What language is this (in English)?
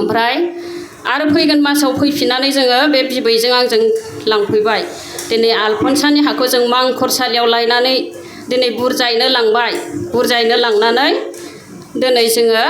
Bodo